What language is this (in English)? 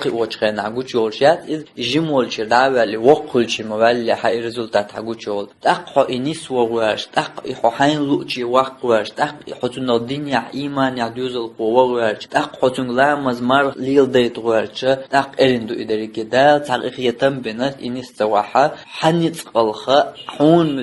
Chechen